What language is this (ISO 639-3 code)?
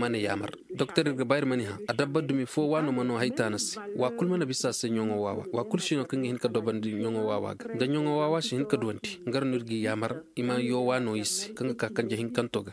ses